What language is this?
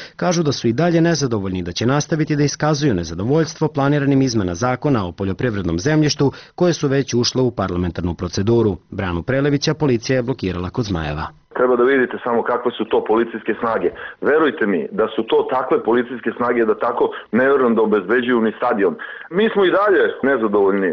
Serbian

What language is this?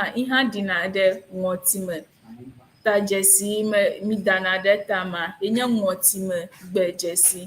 Ewe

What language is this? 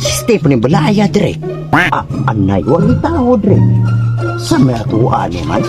Hiligaynon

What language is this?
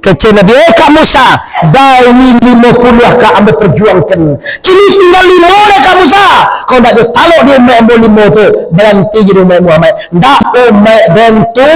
Minangkabau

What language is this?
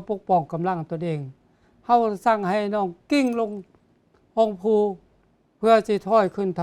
Lao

